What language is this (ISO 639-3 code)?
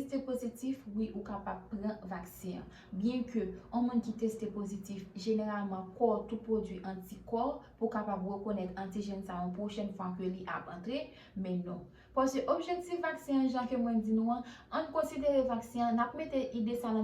hat